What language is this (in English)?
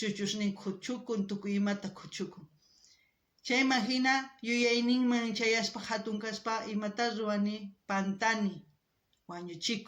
South Bolivian Quechua